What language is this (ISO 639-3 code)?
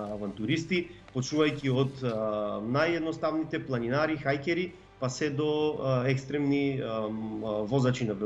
mkd